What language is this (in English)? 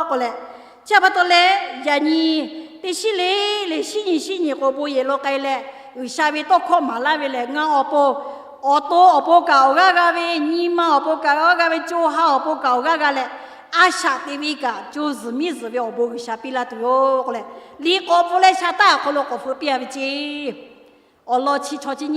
Lahu